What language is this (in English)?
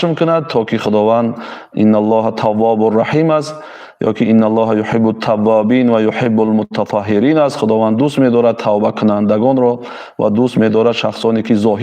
Tajik